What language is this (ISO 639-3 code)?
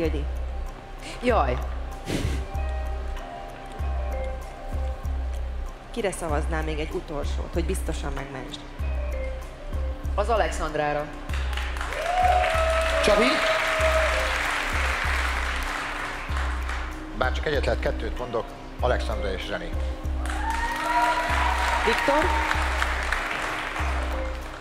hun